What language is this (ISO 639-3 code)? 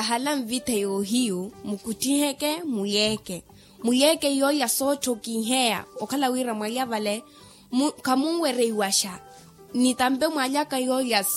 vmw